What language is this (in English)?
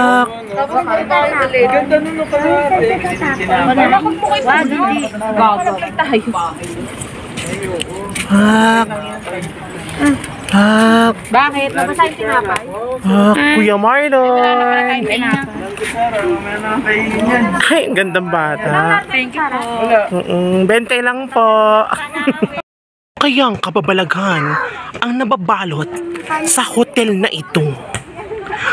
Filipino